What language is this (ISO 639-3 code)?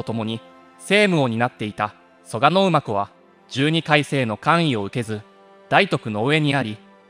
jpn